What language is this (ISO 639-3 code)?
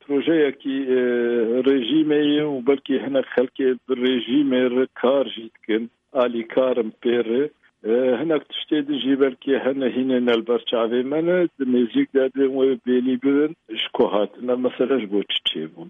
kur